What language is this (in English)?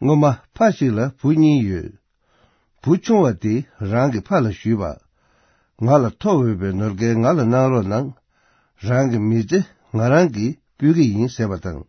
Tibetan